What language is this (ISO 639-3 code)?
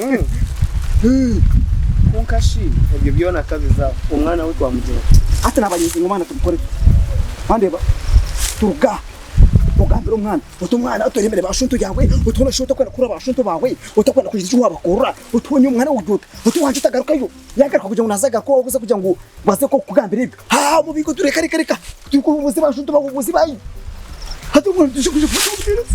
nyn